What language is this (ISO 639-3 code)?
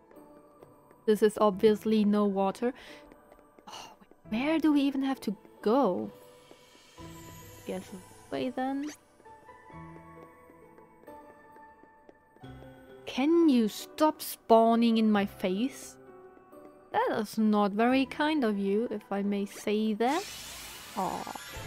eng